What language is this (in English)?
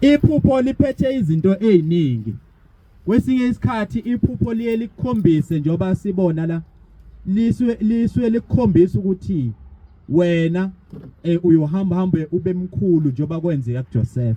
Zulu